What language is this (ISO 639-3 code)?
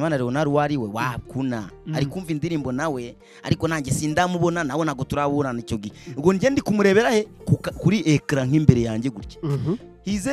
kin